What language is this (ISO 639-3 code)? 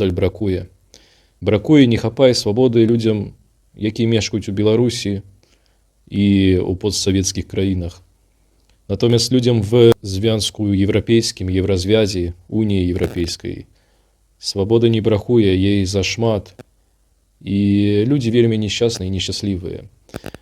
bel